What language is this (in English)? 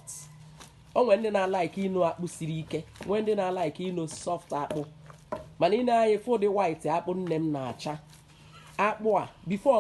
Igbo